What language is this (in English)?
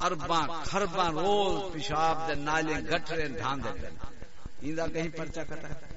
Saraiki